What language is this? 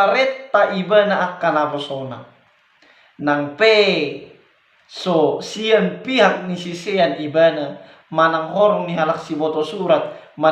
Batak Toba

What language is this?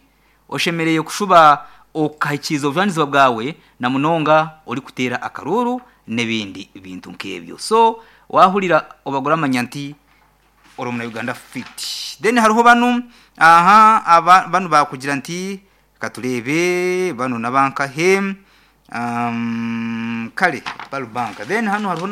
Nyoro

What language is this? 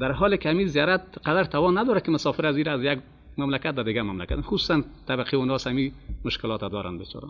Persian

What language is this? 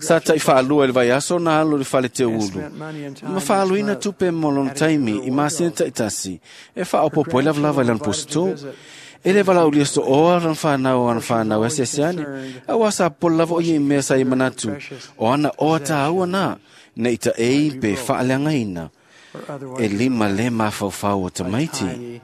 Samoan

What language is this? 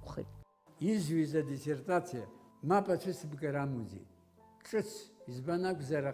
Abkhazian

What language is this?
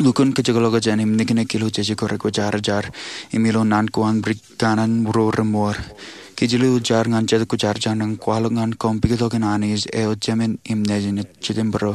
Marshallese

